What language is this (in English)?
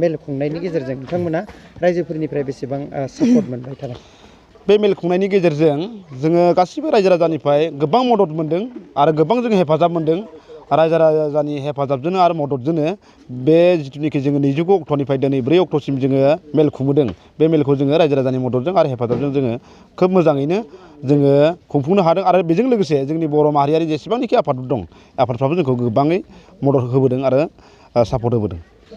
Bodo